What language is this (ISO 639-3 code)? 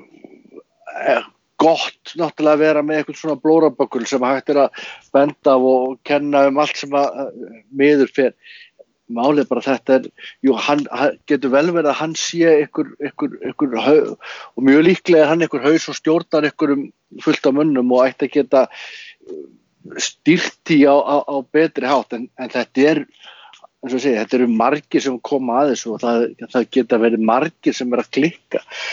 isl